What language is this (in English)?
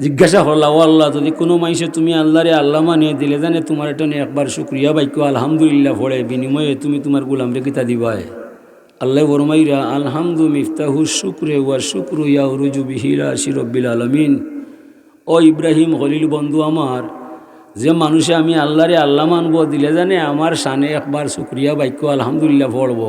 Sylheti